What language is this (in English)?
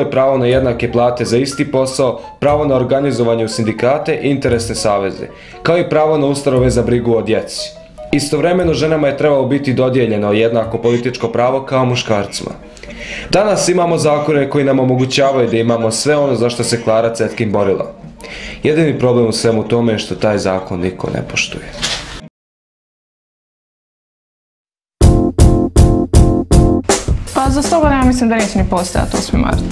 Bosnian